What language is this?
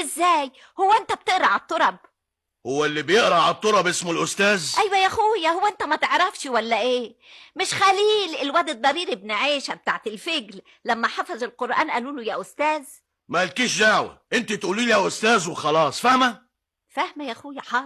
Egyptian Arabic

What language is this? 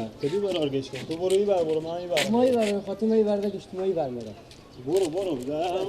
Persian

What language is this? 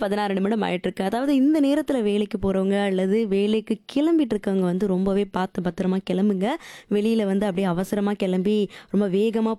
Tamil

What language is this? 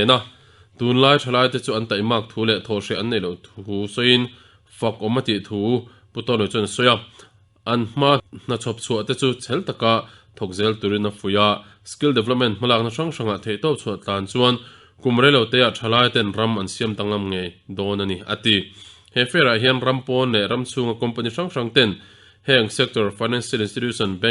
Mizo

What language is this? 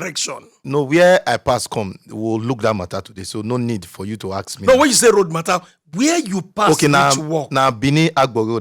Nigerian Pidgin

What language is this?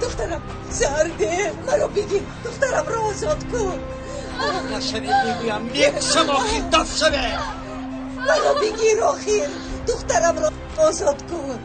Tajik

